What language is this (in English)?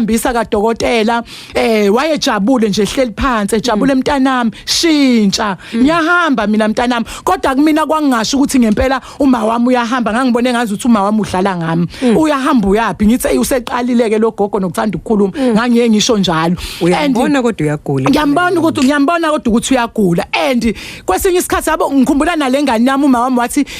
Zulu